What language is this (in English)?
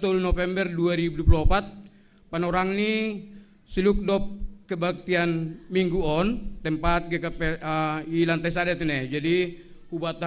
Batak Simalungun